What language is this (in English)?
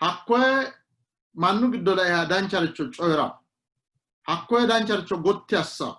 Sidamo